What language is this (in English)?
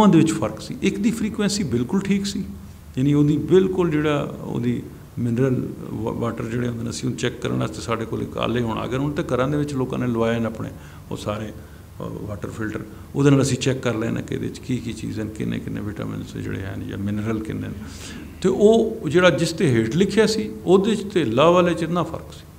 Punjabi